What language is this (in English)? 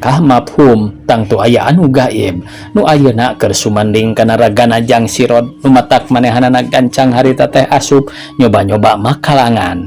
Sundanese